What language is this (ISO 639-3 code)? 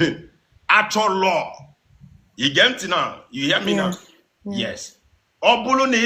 ibo